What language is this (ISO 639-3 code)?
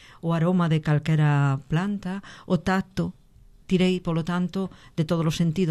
glg